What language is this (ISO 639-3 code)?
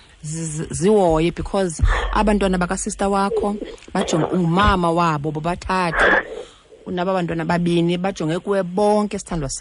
xho